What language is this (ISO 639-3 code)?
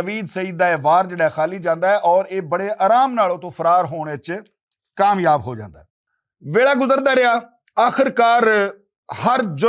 lah